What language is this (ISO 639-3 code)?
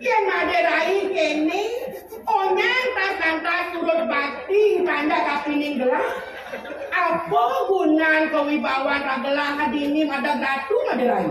ban